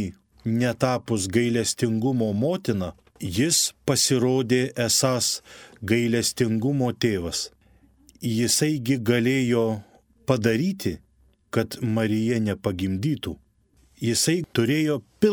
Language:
Lithuanian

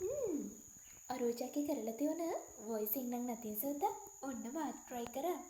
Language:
Sinhala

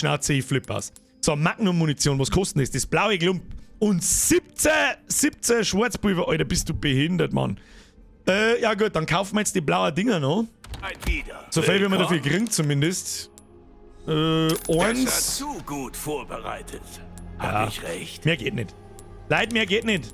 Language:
Bavarian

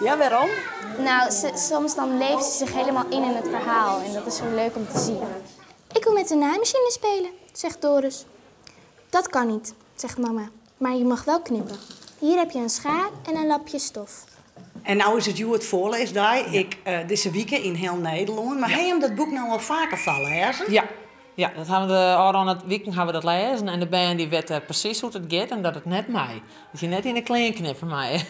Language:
Western Frisian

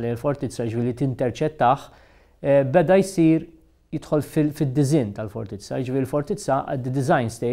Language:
Maltese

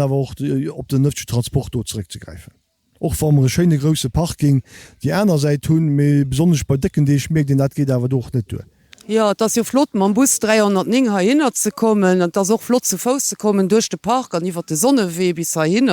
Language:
Luxembourgish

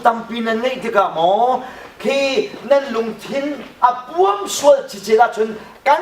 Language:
Hakha Chin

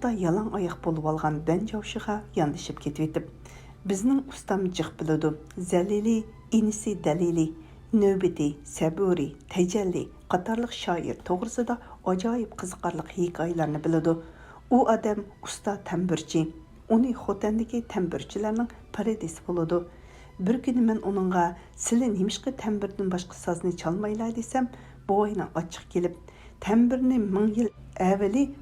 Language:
Uyghur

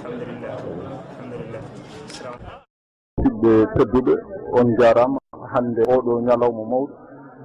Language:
Fula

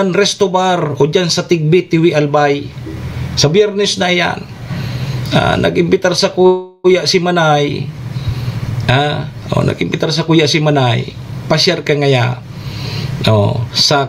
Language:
Bikol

